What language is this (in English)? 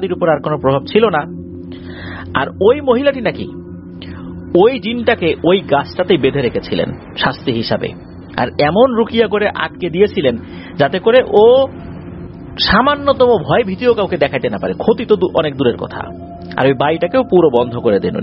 Bangla